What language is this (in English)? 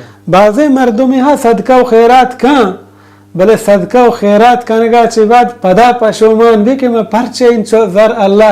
Baluchi